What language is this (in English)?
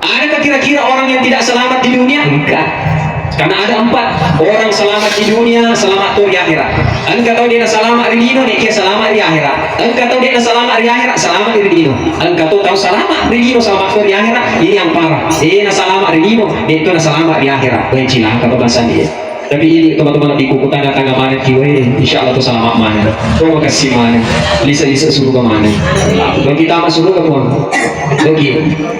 Buginese